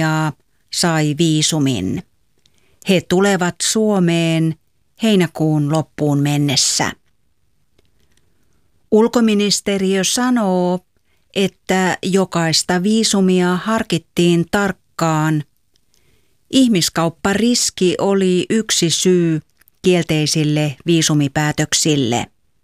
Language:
Finnish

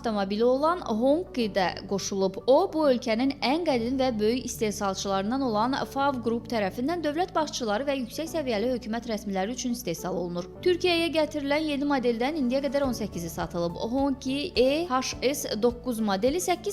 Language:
Azerbaijani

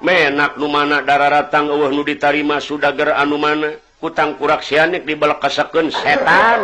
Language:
Sundanese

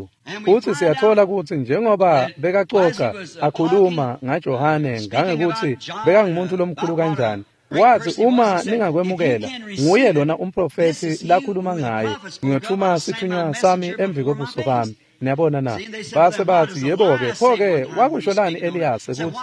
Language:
Swati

